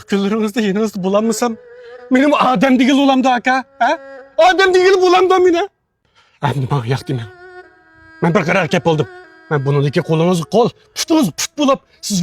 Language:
Uyghur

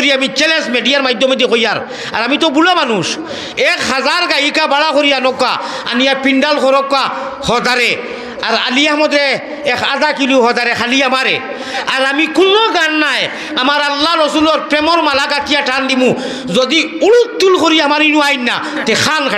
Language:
Sylheti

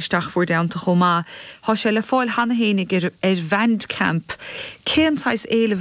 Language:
Irish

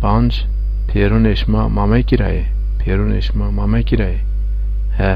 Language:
Zaza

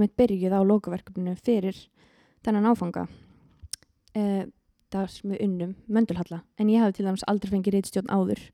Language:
Icelandic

